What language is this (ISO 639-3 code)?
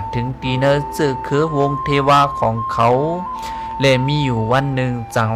shn